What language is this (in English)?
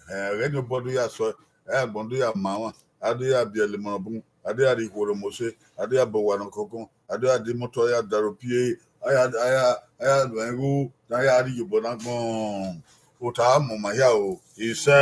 Bini